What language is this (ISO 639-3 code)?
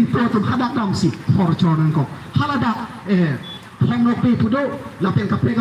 mjw